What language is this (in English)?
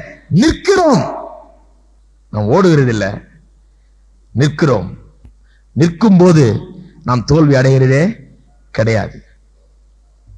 Tamil